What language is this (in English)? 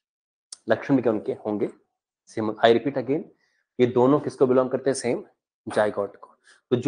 Hindi